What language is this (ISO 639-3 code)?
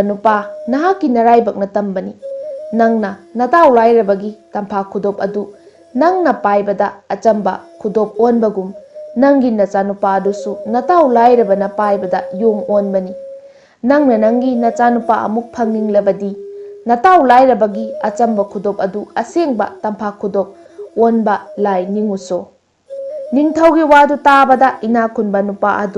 mni